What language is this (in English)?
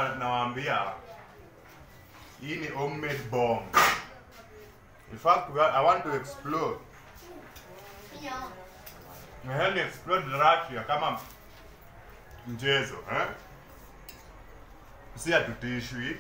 Swahili